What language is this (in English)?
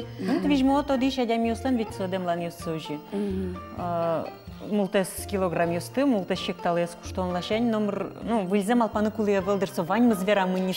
Udmurt